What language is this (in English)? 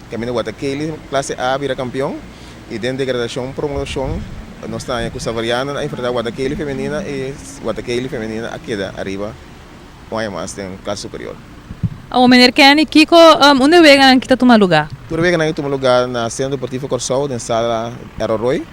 Papiamento